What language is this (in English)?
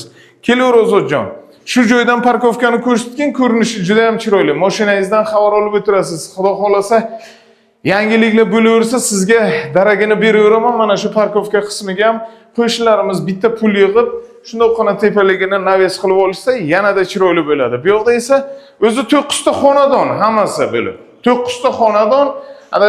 Uzbek